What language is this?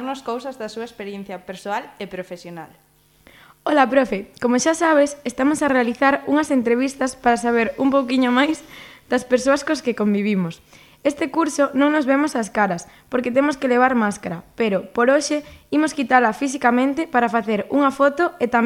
Galician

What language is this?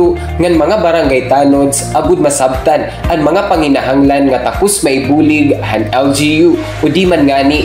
Waray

